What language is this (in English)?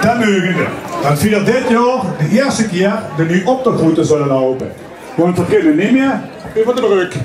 Limburgish